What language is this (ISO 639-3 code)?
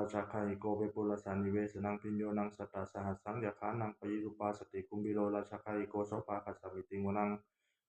pli